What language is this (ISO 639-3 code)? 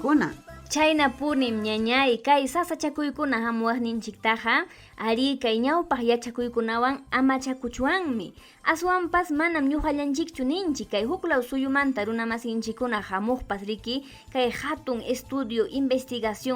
quy